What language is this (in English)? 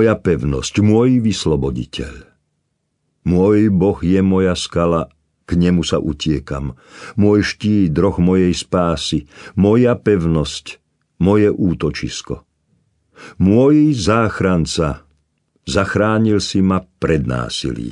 Slovak